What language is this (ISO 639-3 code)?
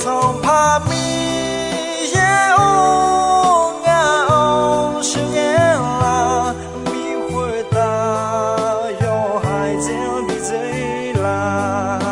ahk